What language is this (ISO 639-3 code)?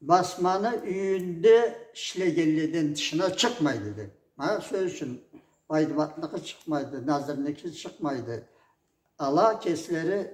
krc